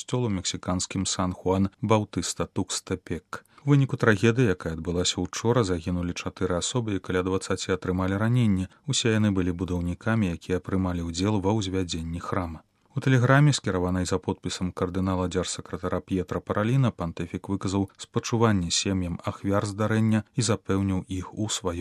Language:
Belarusian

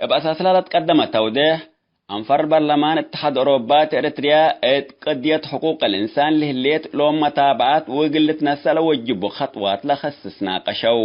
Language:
Tigre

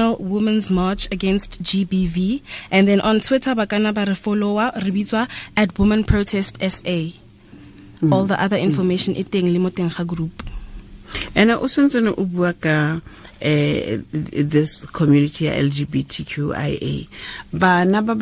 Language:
Tswana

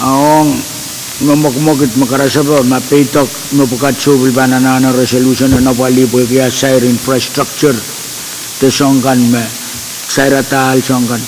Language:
Pohnpeian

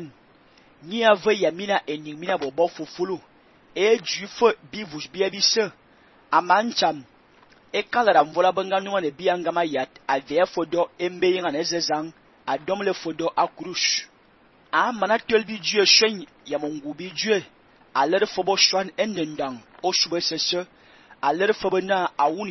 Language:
Fang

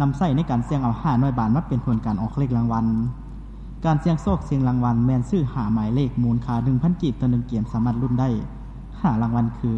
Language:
Lao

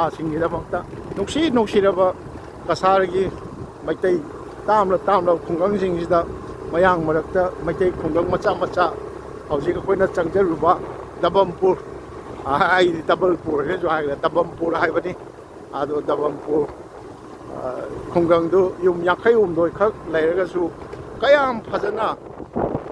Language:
Manipuri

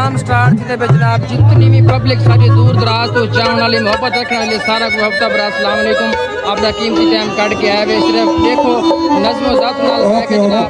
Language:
Saraiki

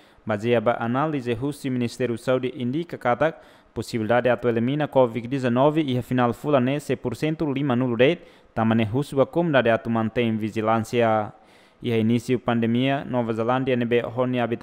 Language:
Tetum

